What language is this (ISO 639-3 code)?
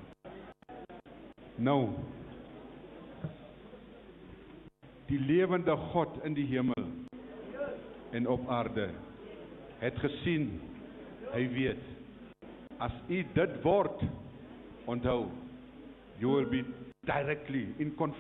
afr